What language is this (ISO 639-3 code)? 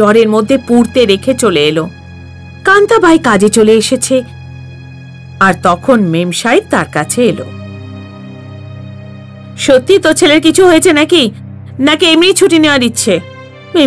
ben